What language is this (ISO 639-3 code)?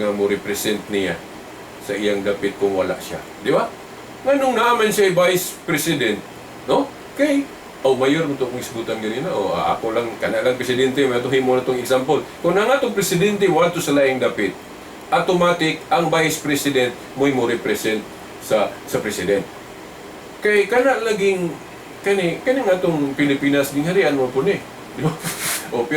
ceb